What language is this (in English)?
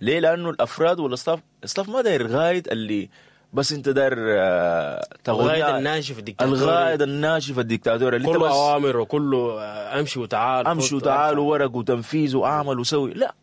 Sudanese Arabic